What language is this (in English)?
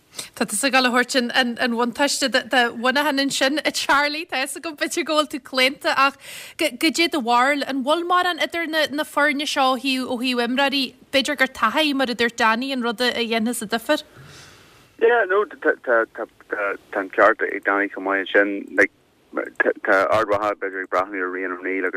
Irish